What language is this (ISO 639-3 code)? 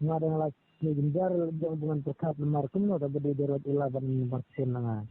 kha